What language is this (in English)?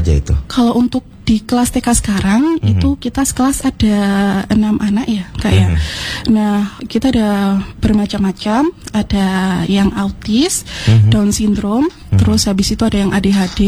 Indonesian